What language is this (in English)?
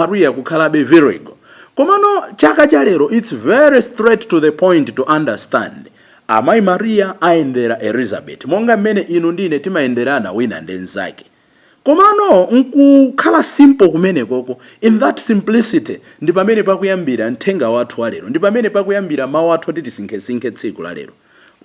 Nyanja